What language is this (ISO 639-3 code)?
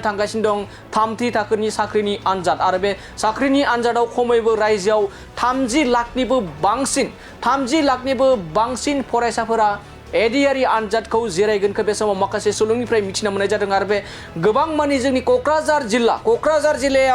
brx